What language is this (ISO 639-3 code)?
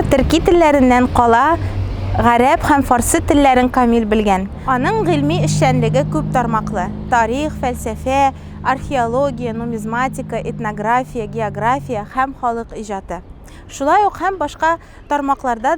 tat